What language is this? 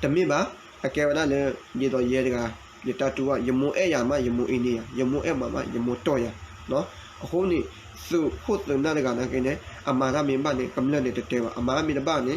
S'gaw Karen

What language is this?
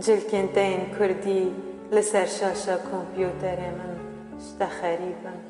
Kurdish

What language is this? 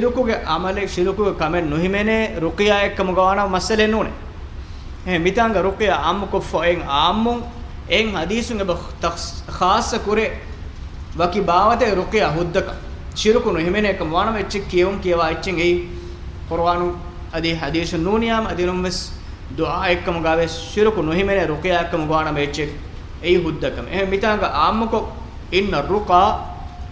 Divehi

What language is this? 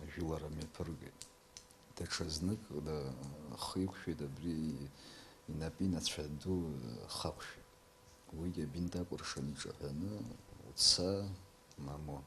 Abkhazian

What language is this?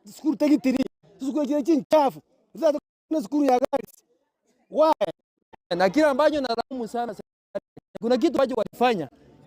Gusii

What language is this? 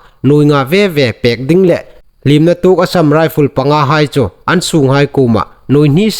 Hmar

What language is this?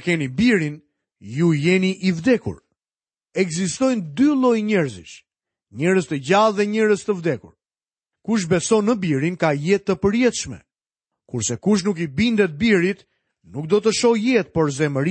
Albanian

